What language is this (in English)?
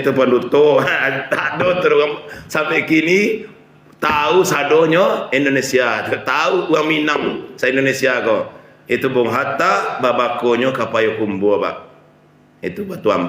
Minangkabau